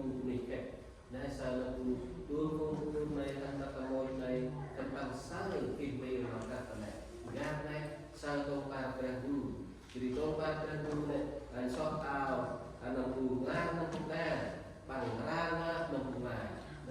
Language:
Central Mnong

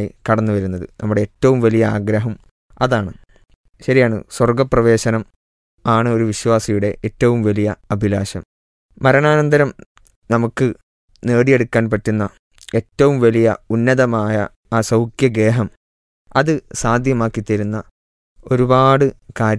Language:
Malayalam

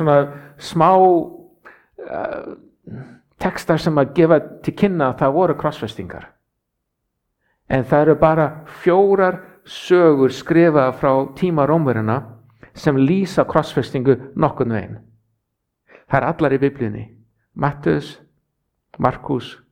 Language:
Icelandic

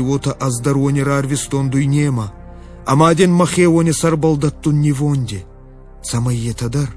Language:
Ossetic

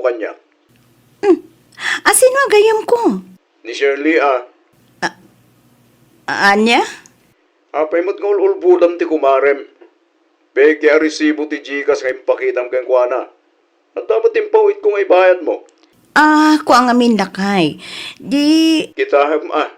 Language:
Iloko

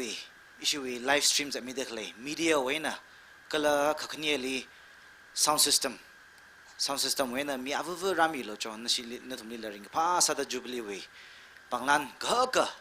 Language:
Tangkhul Naga (India)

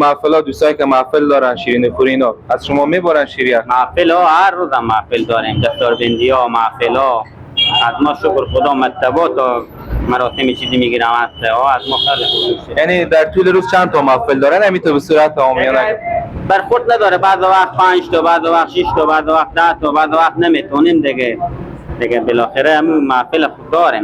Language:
Persian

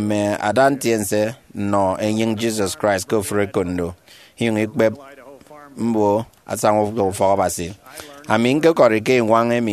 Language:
Efik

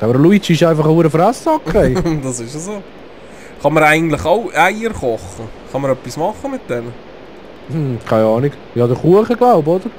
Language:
Swiss German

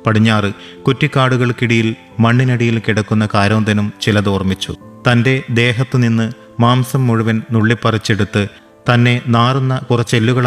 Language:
Malayalam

